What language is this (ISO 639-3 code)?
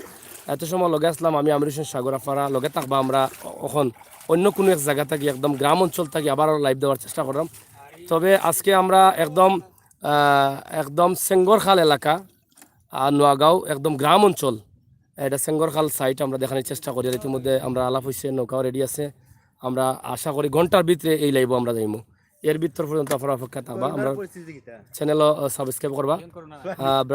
syl